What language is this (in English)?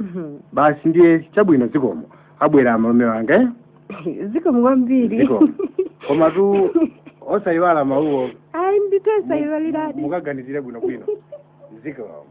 Nyanja